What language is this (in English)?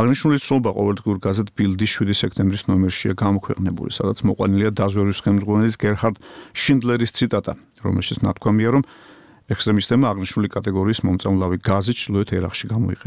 Georgian